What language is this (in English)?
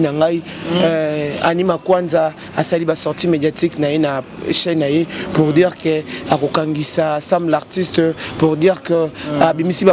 Lingala